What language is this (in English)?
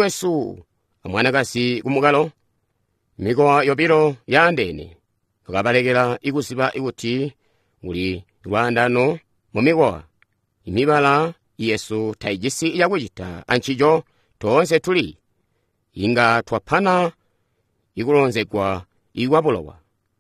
Tonga (Zambia)